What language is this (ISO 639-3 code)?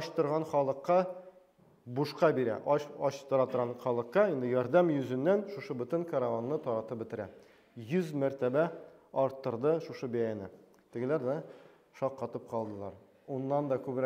tat